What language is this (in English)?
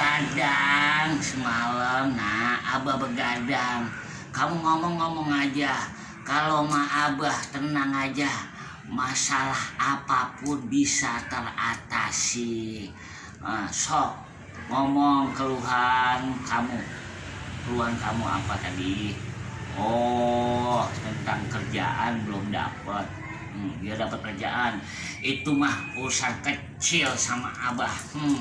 Betawi